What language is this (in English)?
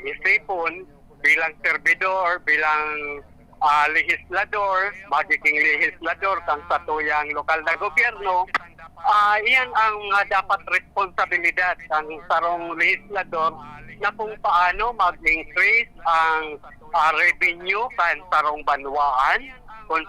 Bikol